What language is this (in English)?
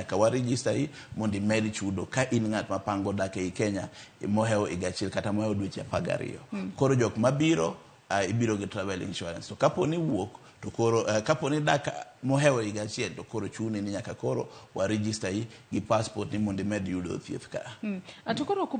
Luo (Kenya and Tanzania)